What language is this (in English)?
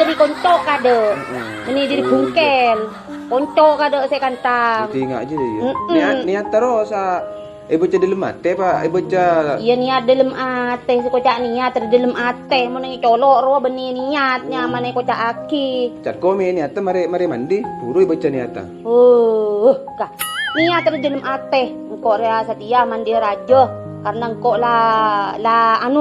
Madurese